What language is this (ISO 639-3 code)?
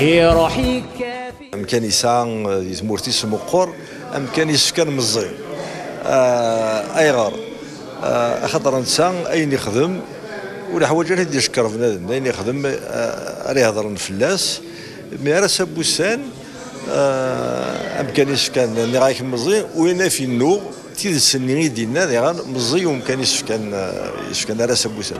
kab